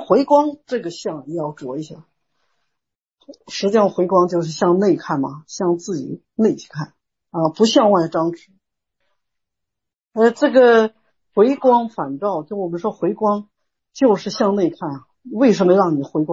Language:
Chinese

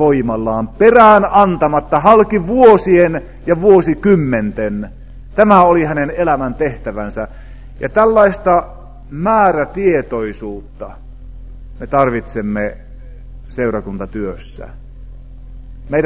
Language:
Finnish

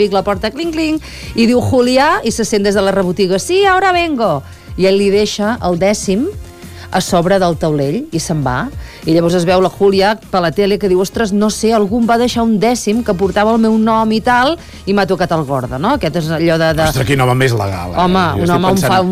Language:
Catalan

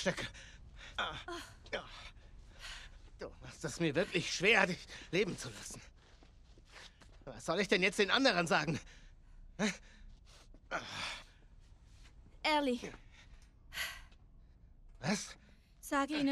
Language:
German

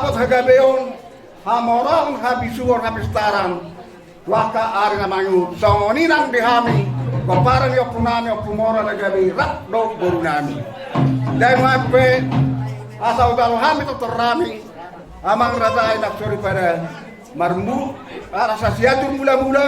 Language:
Batak Toba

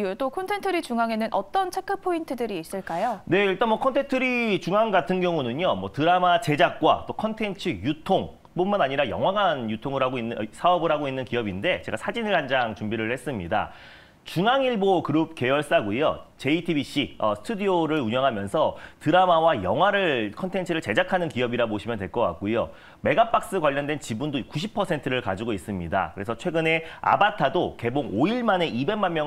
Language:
Korean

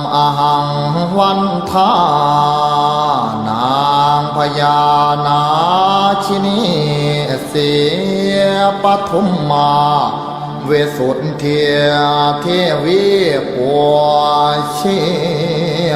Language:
Pali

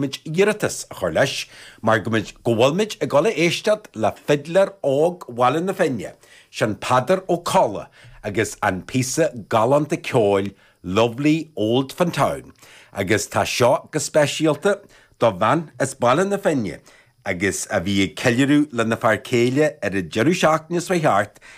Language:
Irish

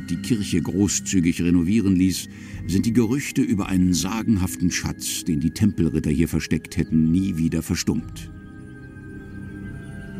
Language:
German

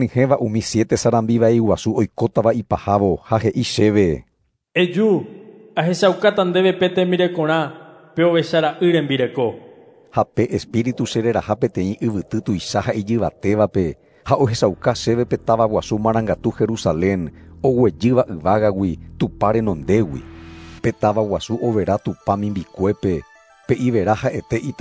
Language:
Guarani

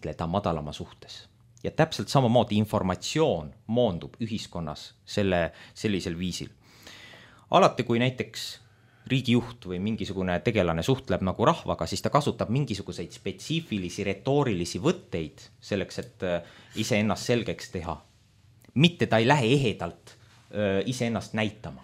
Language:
Estonian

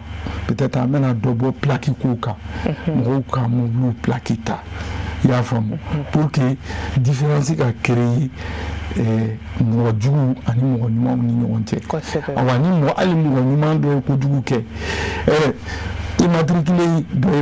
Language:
Bambara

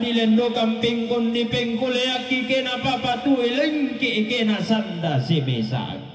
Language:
Toraja-Sa'dan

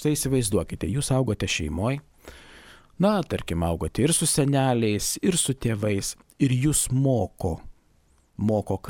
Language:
Lithuanian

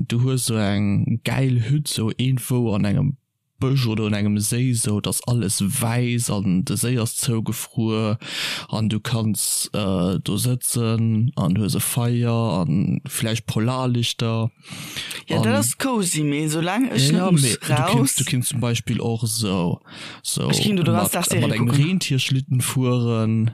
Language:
Luxembourgish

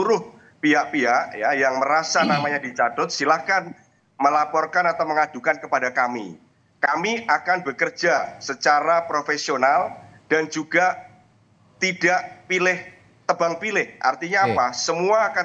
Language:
Indonesian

